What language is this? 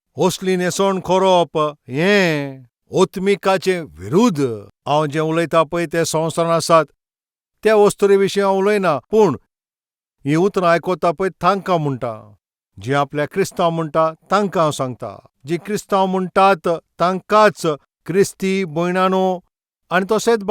Konkani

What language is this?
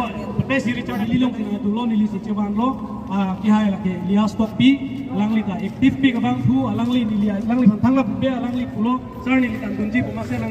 Karbi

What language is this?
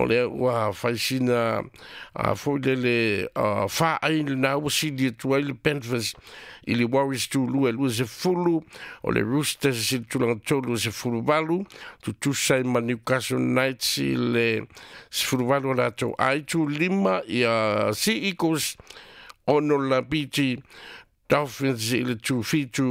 Samoan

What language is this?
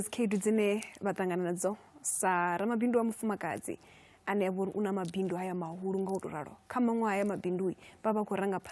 Venda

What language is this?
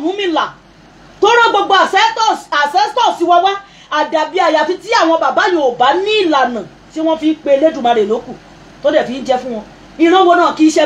Yoruba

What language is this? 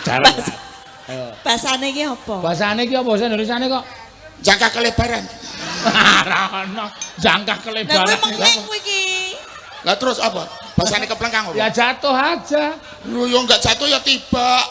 Javanese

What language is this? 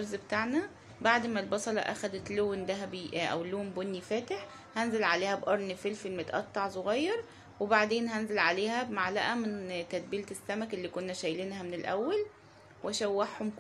Egyptian Arabic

